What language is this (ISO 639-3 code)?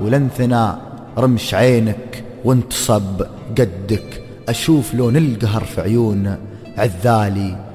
ars